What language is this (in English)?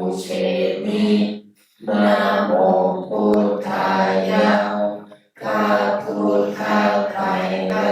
Pali